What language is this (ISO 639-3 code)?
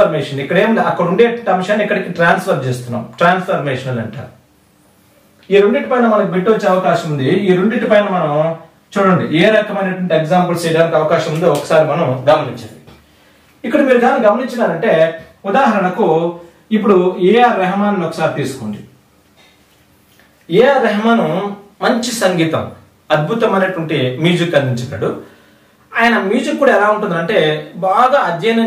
tel